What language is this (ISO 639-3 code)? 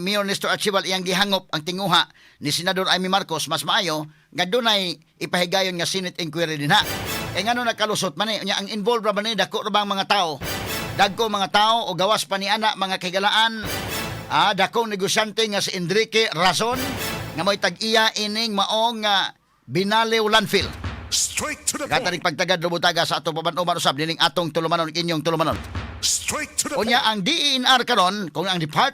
ceb